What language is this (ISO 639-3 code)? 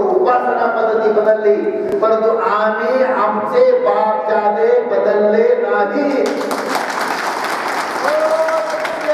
mar